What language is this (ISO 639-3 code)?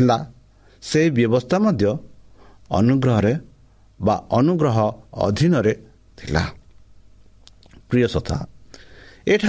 ori